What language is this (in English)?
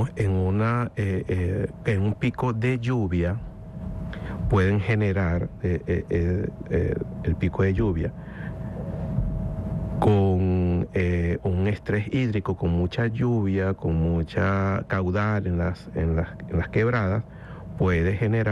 Spanish